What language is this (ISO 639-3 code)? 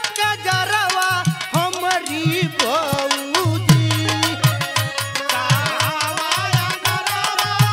bho